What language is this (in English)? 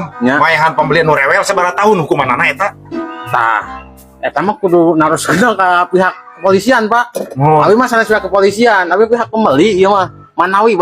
Sundanese